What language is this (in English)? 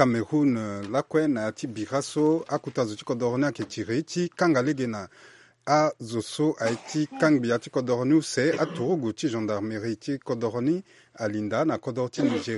Sango